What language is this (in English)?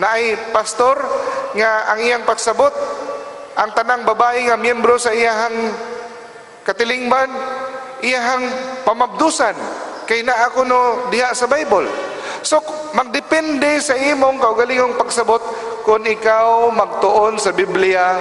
Cebuano